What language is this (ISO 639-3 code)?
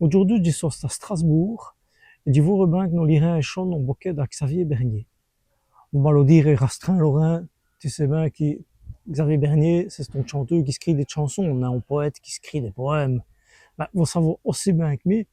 wln